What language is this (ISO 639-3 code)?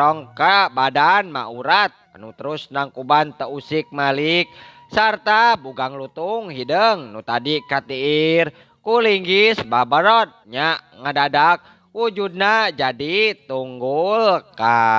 sun